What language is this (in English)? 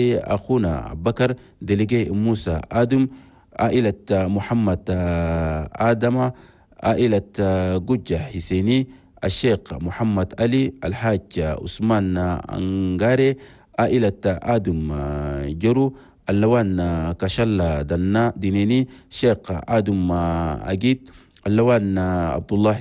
Chadian Arabic